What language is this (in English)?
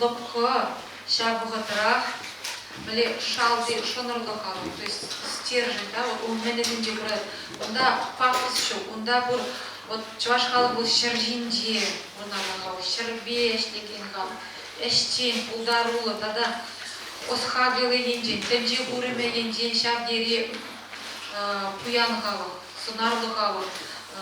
Chuvash